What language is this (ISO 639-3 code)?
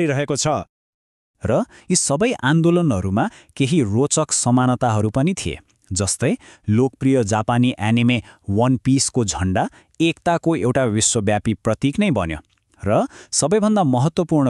nep